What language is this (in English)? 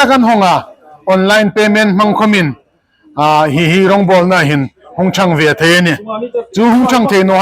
Hmar